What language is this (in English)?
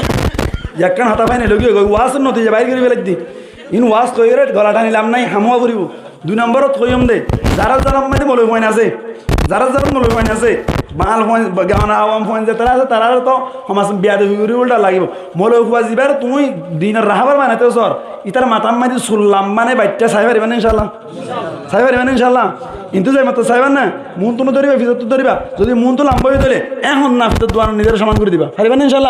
Rohingya